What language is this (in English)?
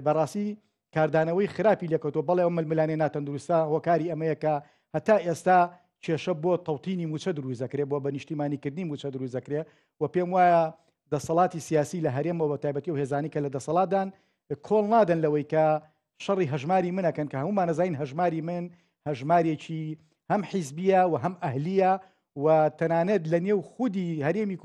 Central Kurdish